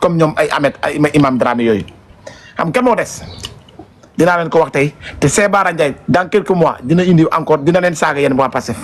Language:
Wolof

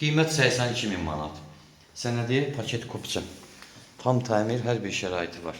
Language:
Azerbaijani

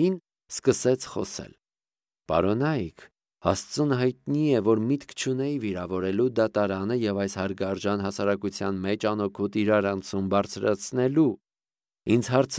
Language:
Armenian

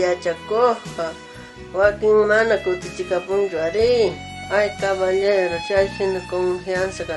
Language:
South Bolivian Quechua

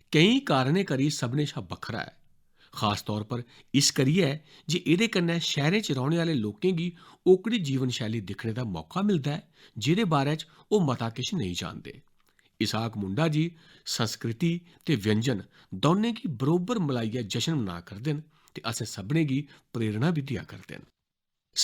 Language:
Dogri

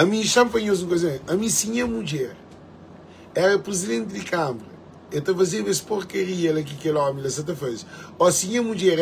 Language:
Kabuverdianu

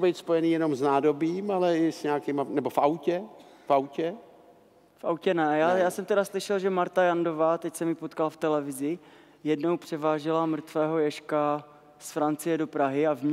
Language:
Czech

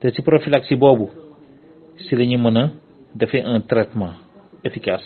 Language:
Wolof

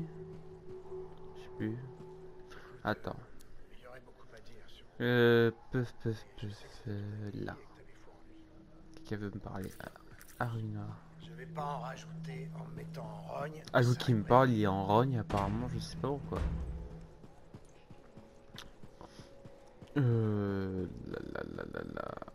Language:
French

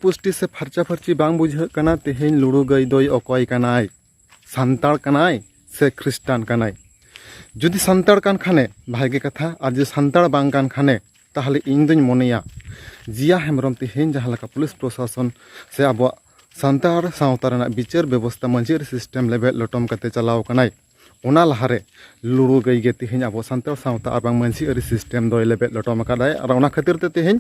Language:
Santali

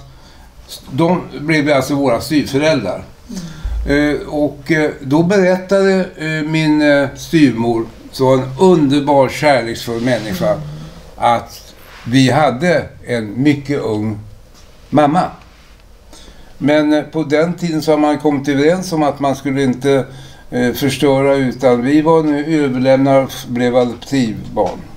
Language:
Swedish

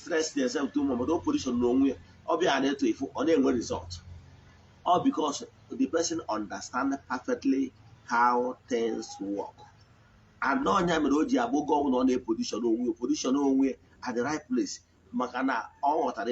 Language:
Igbo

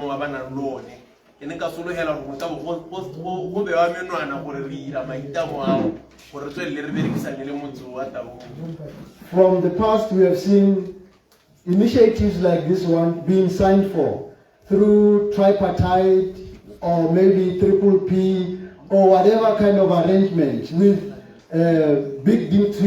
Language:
Tswana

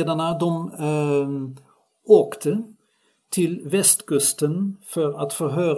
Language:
Swedish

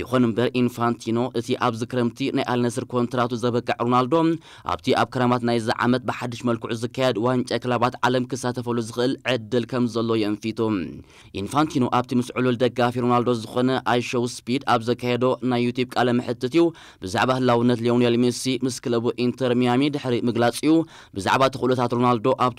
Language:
Tigrinya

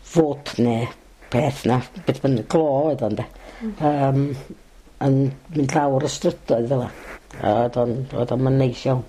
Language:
Welsh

